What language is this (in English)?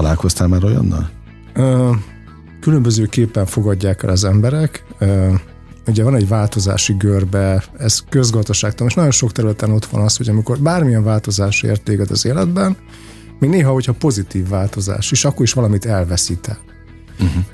Hungarian